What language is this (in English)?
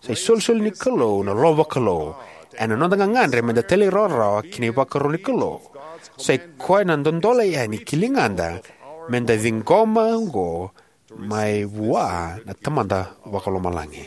Fijian